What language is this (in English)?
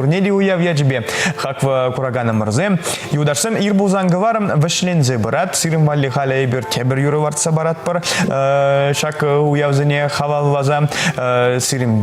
Chuvash